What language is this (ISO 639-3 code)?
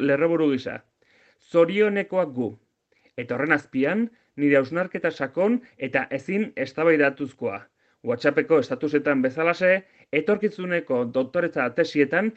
eus